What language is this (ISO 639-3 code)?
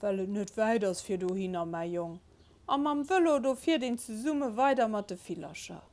ltz